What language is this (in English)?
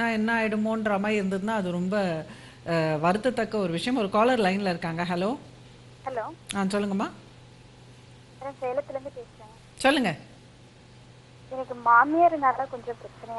Tamil